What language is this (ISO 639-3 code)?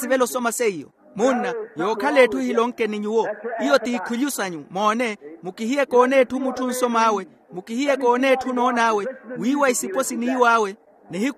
vmw